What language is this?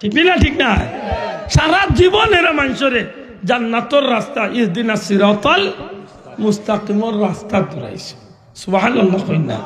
Sylheti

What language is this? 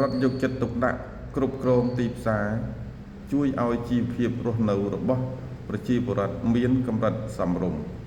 Khmer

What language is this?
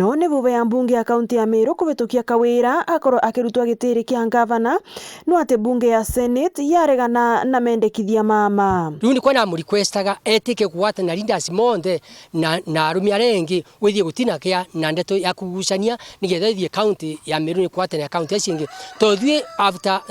Meru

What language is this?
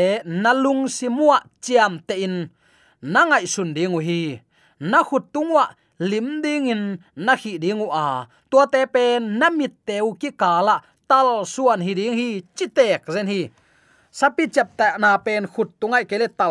Tedim Chin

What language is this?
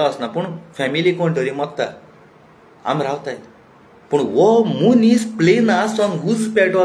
Konkani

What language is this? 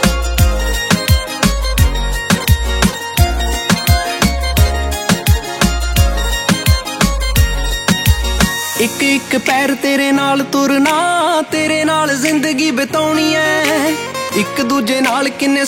Punjabi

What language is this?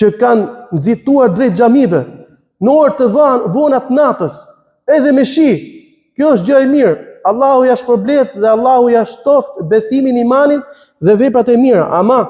Albanian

